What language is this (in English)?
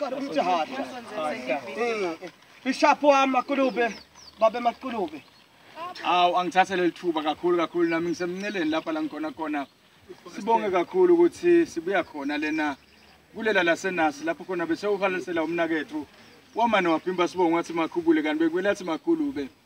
Swati